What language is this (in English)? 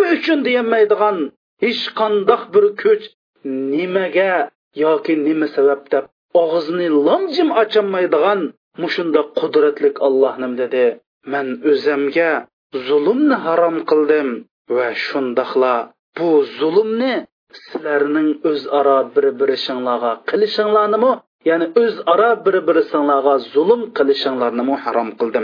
Uyghur